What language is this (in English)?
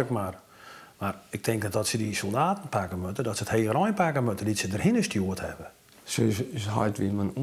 Western Frisian